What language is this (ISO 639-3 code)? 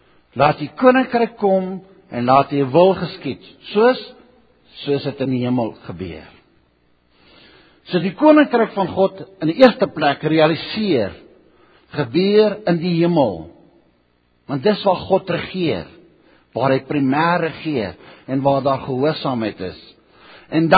afr